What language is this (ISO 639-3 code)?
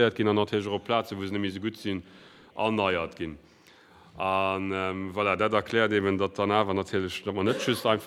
ltz